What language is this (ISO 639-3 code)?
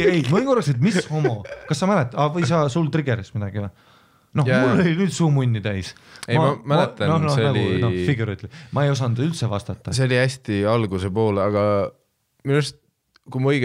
est